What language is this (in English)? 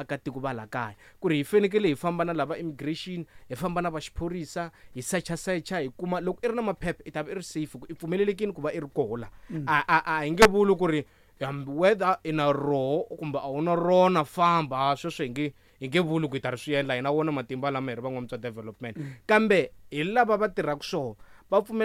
Tsonga